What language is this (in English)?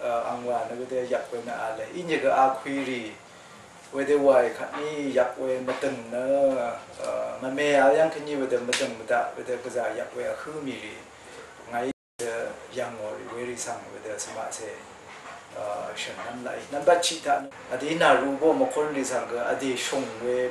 Rawang